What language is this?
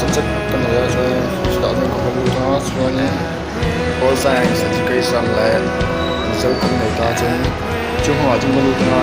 Mizo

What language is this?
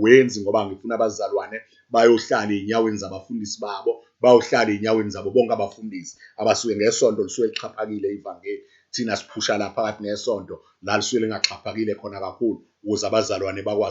Zulu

